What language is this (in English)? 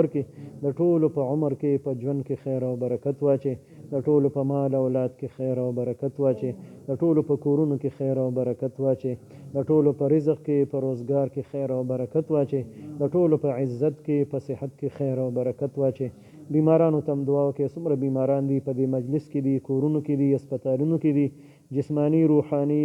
Pashto